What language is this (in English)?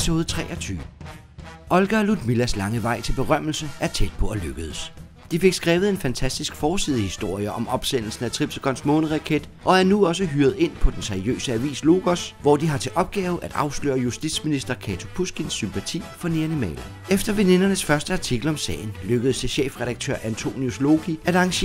Danish